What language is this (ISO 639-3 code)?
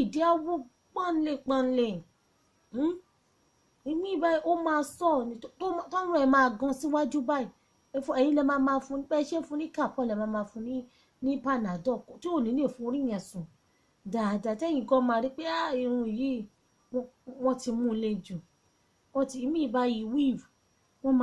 yor